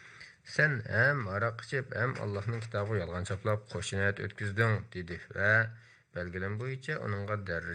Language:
Uyghur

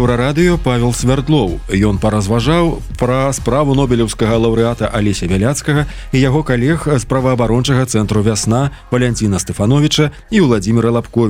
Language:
Belarusian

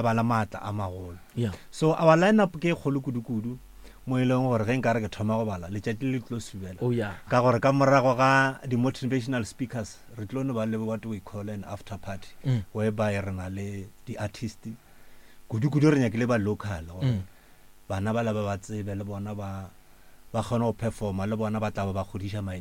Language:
Northern Sotho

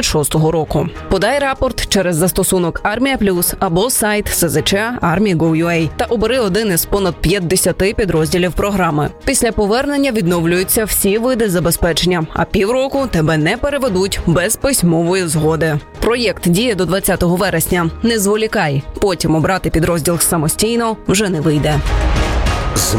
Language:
Ukrainian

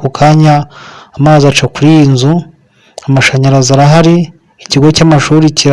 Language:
Kinyarwanda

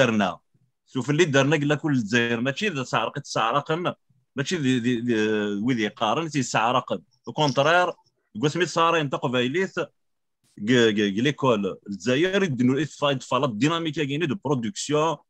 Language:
Kabyle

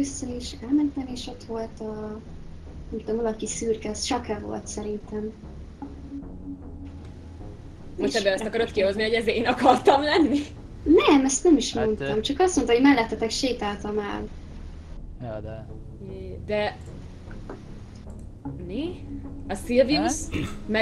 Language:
Hungarian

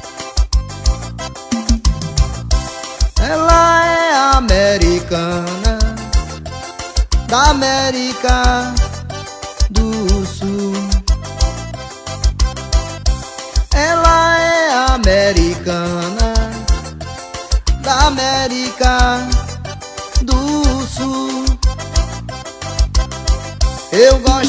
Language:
Portuguese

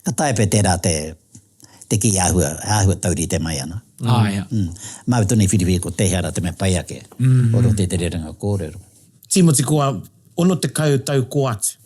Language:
Māori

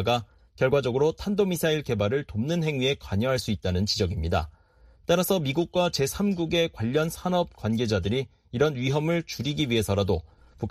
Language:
Korean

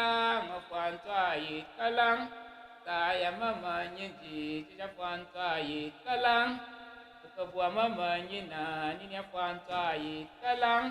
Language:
Tyap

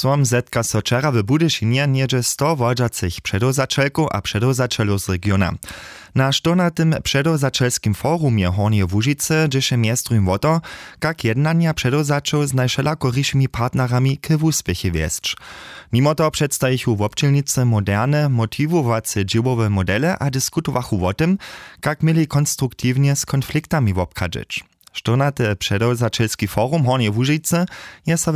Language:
Upper Sorbian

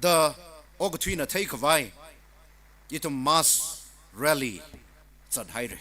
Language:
Tangkhul Naga (India)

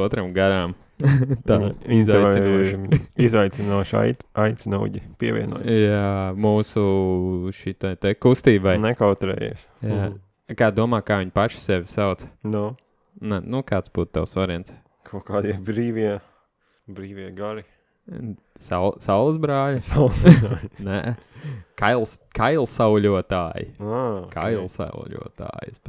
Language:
Latvian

